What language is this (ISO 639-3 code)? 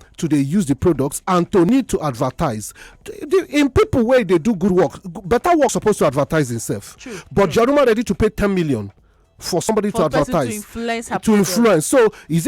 pcm